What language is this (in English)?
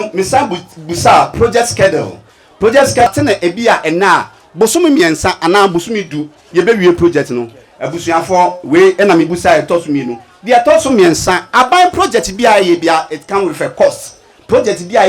Akan